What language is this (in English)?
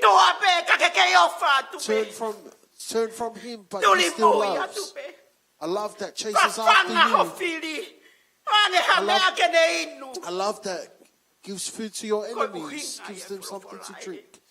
Tongan